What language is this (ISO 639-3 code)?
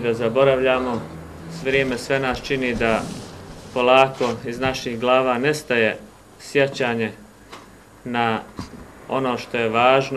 bos